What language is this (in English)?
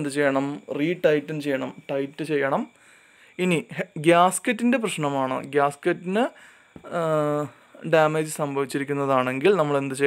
Malayalam